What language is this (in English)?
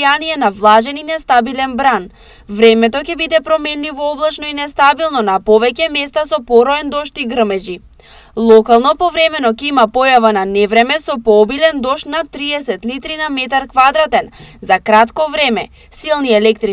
Macedonian